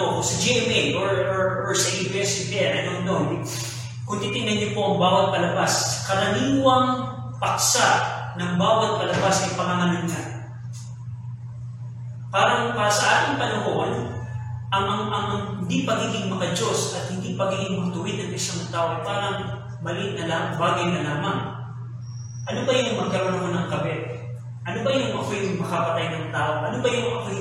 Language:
Filipino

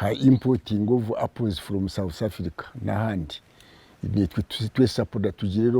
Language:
Nyankole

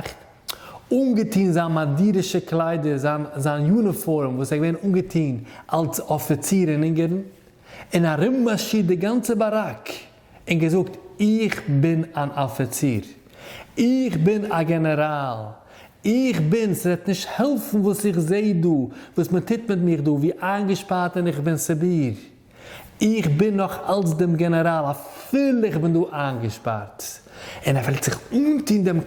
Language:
Yiddish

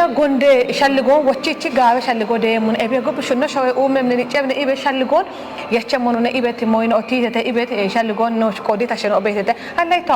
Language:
Kafa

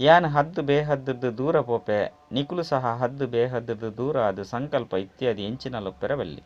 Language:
Tulu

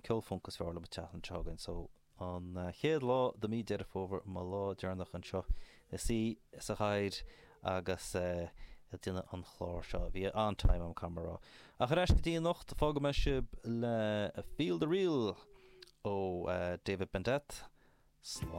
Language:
Irish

